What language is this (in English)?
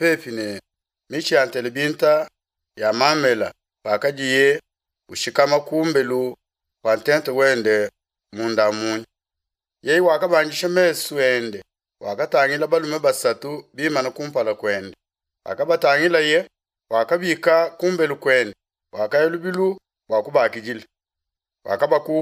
Luba-Lulua